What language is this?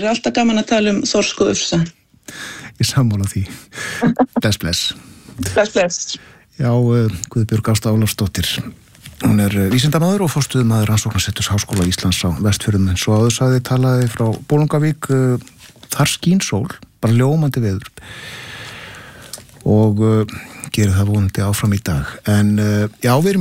Icelandic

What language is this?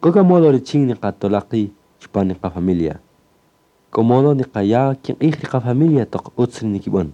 Kaqchikel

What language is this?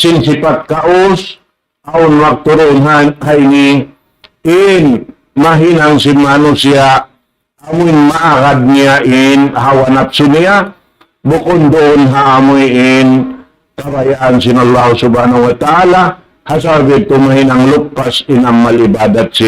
Tausug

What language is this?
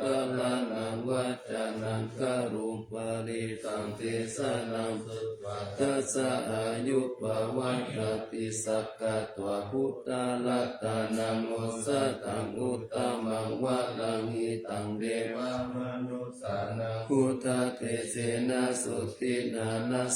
Pali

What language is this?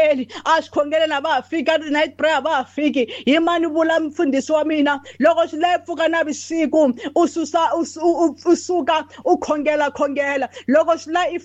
Tsonga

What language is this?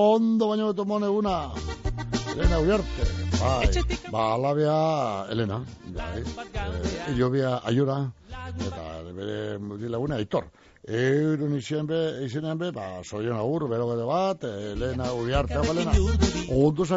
Basque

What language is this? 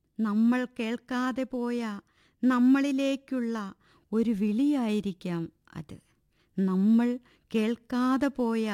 Malayalam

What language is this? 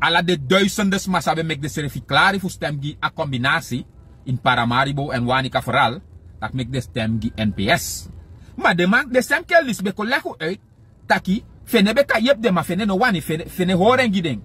Sranan Tongo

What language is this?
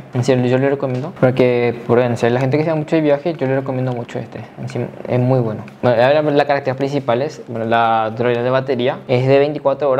Spanish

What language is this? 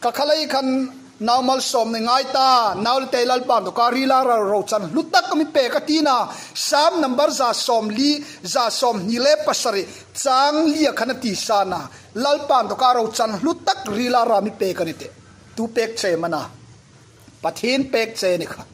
Hmar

